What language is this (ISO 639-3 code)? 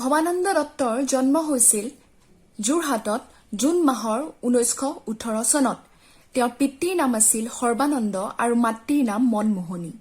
asm